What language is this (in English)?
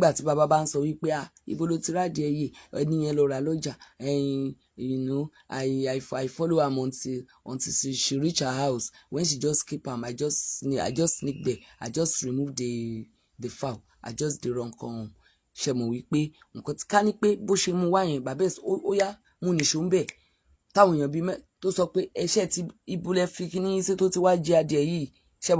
Yoruba